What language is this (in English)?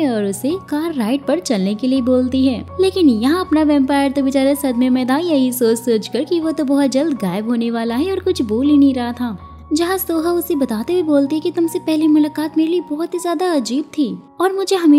Hindi